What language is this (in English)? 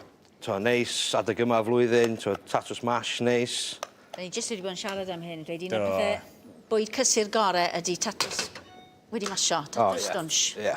Welsh